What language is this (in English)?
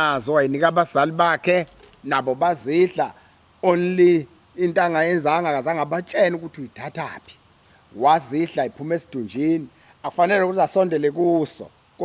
Zulu